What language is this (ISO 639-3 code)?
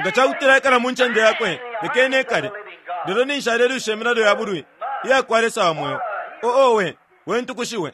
bem